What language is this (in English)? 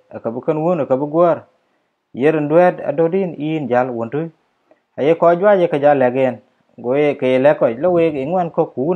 Dinka